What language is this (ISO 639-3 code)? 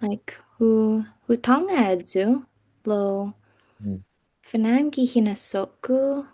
cha